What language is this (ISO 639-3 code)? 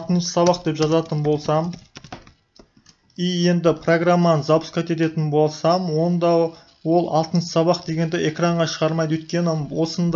kaz